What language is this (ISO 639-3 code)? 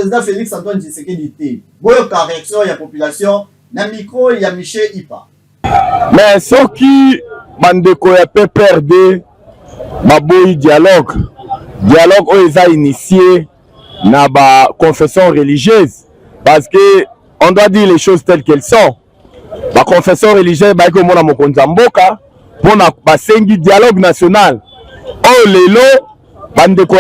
lin